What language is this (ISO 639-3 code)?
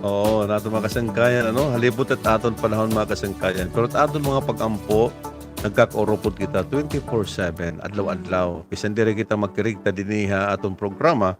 war